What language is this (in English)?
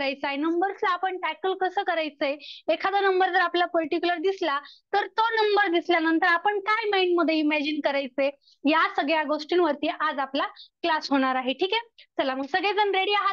Marathi